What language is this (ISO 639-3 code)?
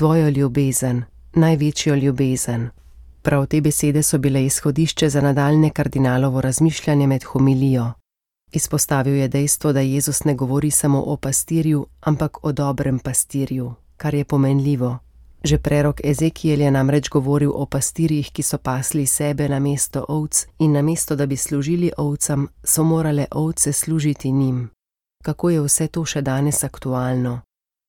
slv